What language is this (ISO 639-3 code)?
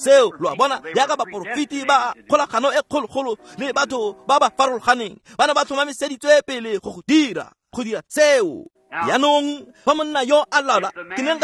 tsn